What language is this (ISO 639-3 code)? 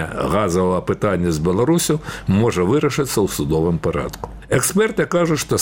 bel